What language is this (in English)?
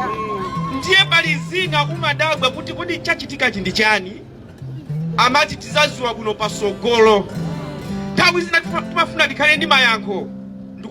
Nyanja